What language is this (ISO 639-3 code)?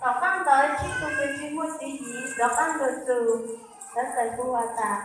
hmn